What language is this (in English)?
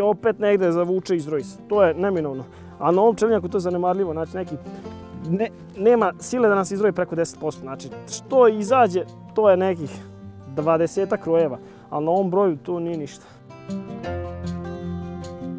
Serbian